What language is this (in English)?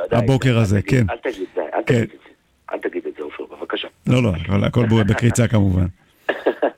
Hebrew